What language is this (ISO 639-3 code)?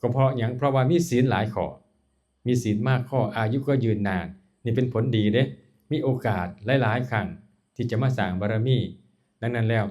tts